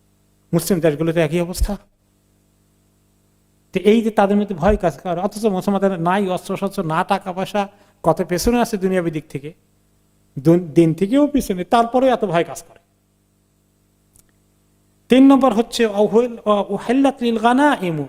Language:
Bangla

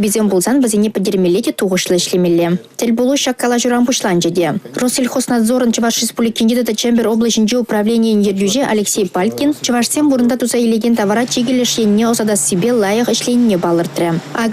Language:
Chuvash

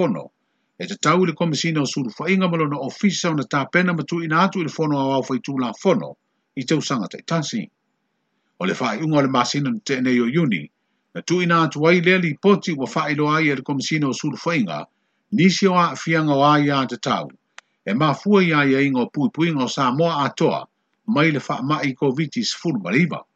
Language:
Samoan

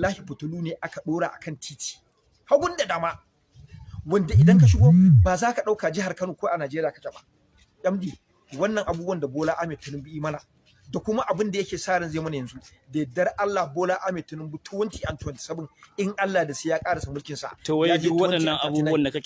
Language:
Hausa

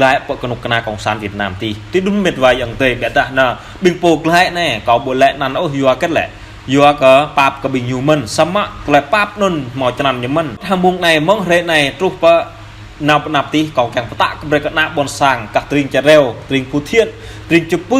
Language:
Jarai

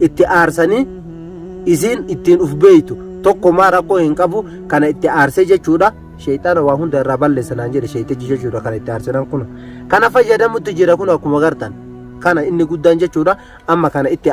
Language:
Oromo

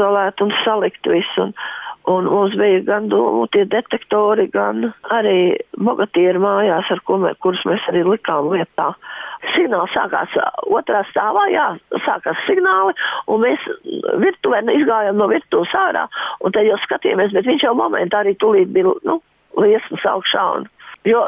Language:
Latvian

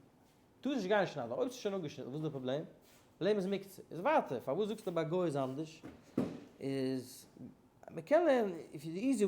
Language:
Yiddish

